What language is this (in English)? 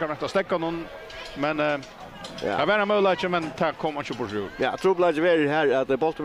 Faroese